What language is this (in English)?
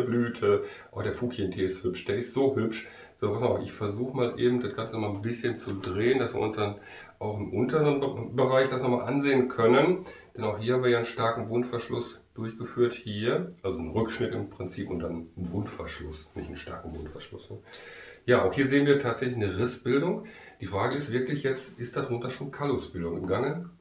German